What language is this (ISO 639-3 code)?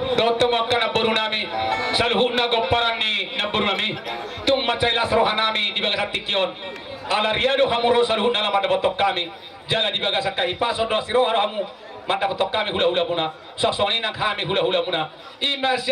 bbc